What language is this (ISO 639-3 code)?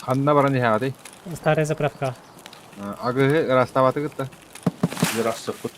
sah